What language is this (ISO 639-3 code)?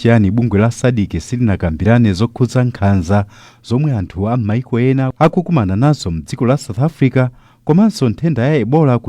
nya